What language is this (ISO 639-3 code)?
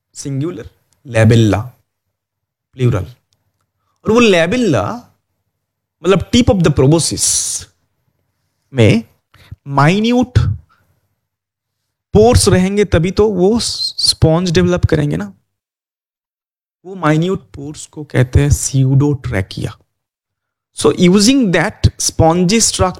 hin